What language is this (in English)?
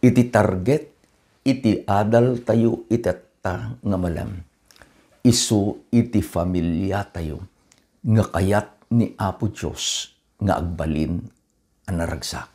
Iloko